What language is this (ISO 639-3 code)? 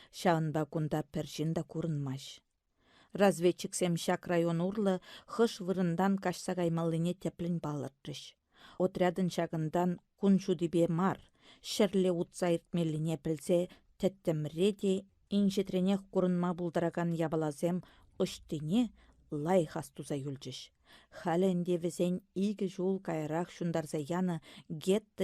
chv